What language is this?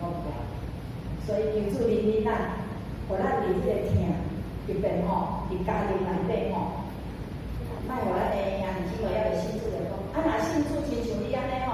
Min Nan Chinese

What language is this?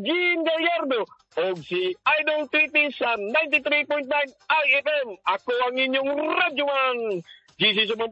Filipino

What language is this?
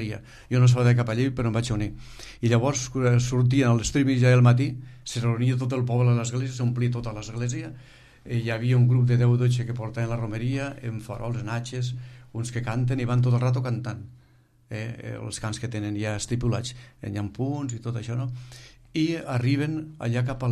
Catalan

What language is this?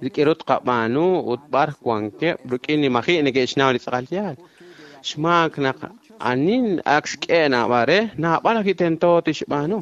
Kekchí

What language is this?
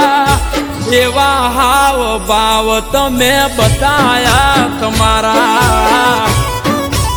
Gujarati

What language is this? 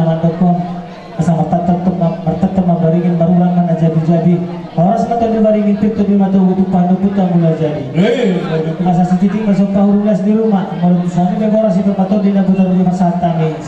Batak Toba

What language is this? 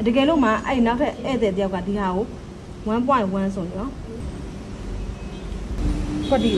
Burmese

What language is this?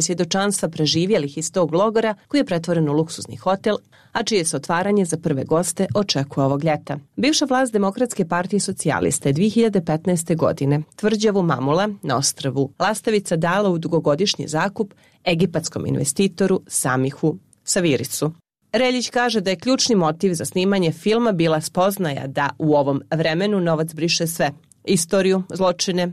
Serbian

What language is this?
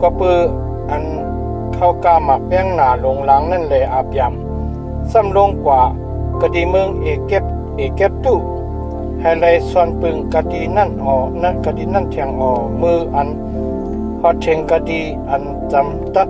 Shan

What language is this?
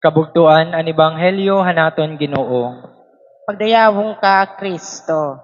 Waray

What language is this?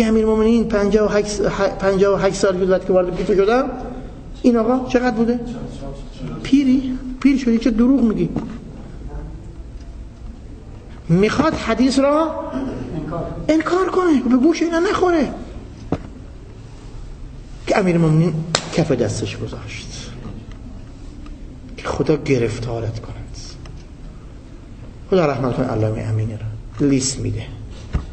Persian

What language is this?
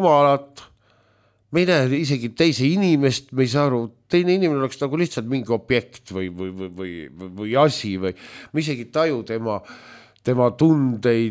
Estonian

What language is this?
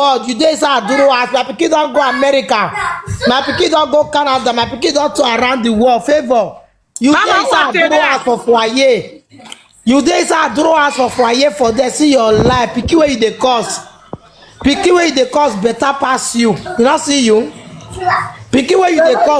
Nigerian Pidgin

